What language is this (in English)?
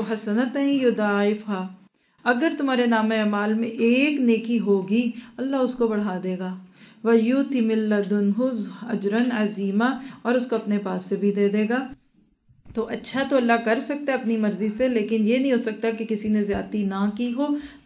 Urdu